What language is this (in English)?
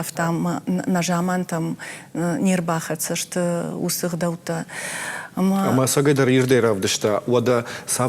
Ossetic